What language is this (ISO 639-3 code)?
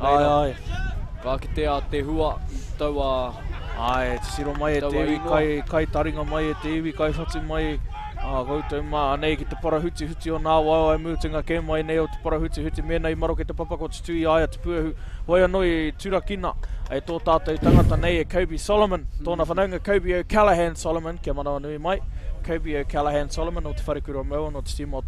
mri